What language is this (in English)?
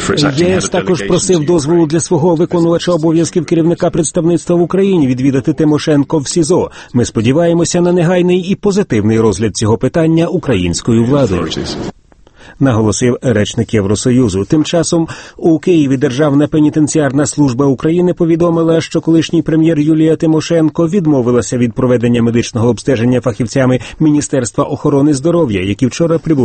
Ukrainian